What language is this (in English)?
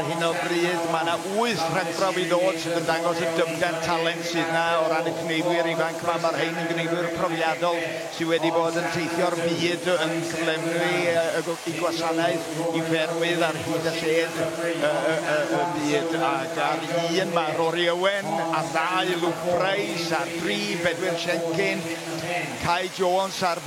Welsh